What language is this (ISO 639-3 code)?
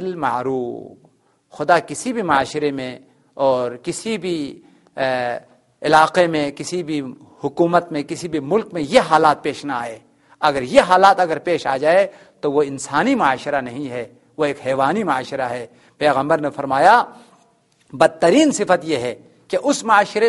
urd